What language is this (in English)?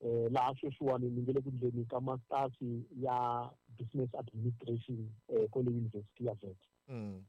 Tsonga